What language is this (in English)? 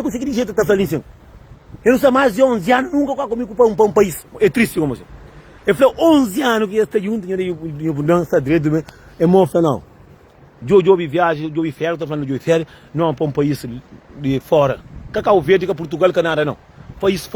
Kabuverdianu